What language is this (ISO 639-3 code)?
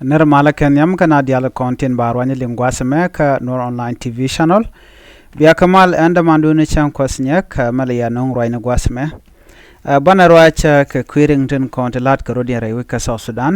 nus